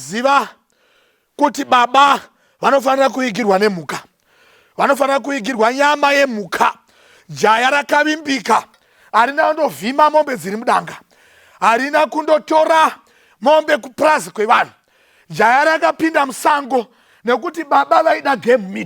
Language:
Shona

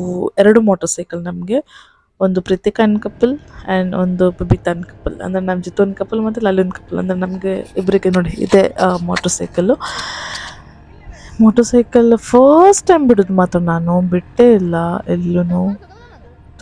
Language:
Kannada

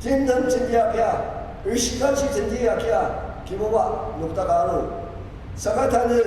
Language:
Ao Naga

